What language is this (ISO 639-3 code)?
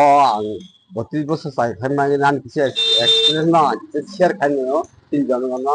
trp